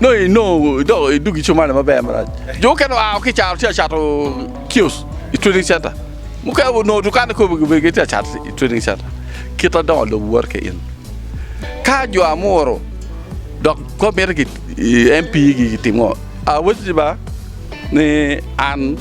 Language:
Acoli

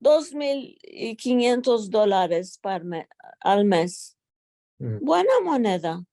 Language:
Ladino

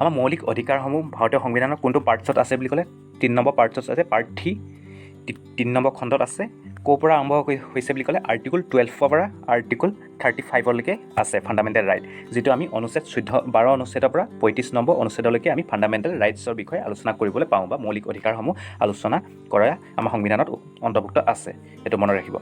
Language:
Assamese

